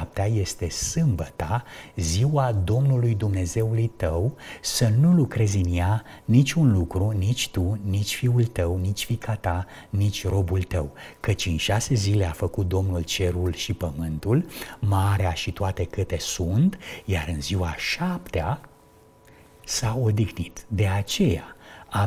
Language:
Romanian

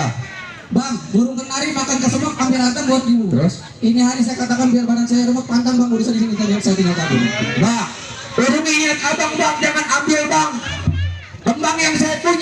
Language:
Betawi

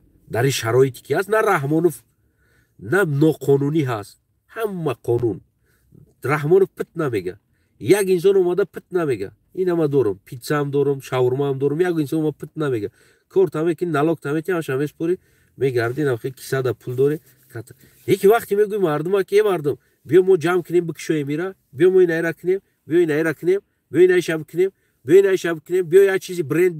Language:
Tajik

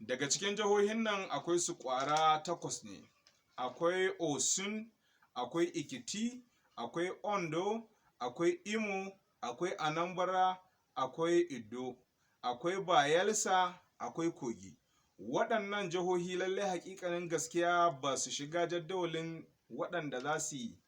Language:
Hausa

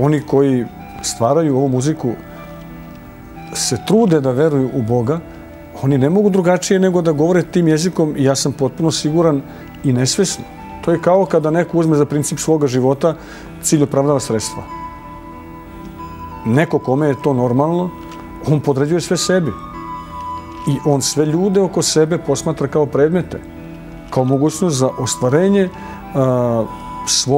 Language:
Serbian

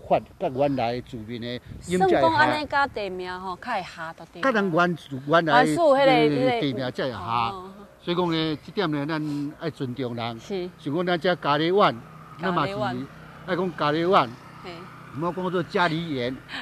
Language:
Min Nan Chinese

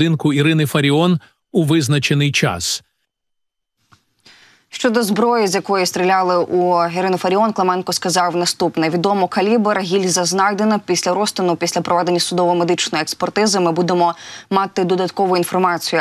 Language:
Ukrainian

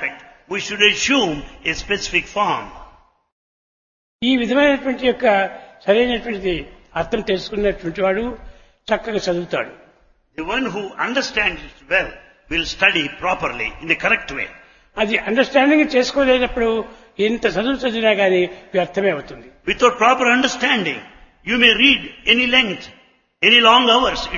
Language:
Telugu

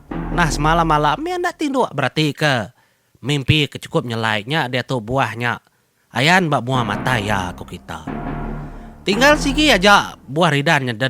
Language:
Iban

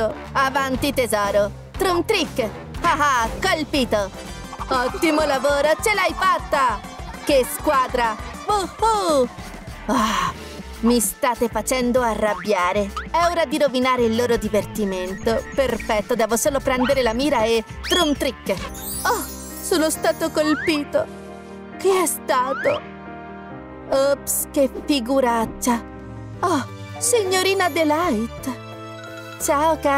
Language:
Italian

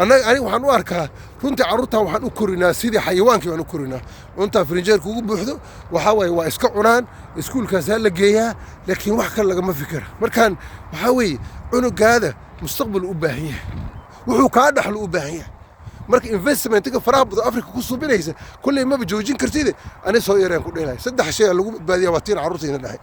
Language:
Somali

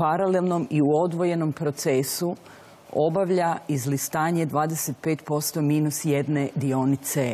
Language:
Croatian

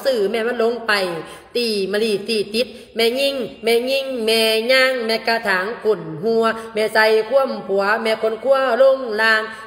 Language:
Lao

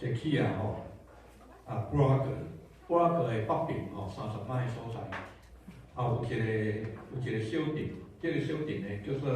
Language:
Min Nan Chinese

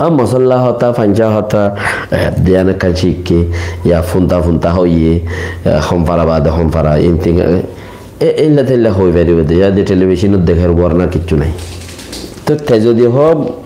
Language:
Rohingya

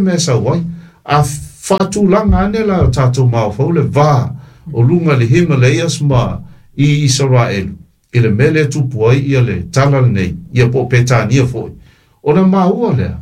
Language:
Samoan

